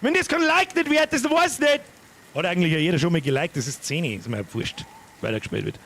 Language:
Bavarian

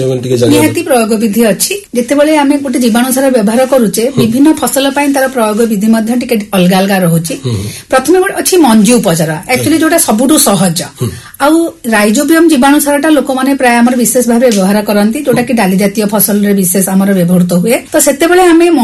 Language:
Odia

